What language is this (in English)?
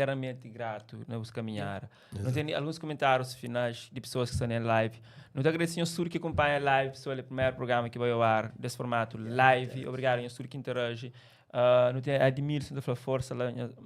Kabuverdianu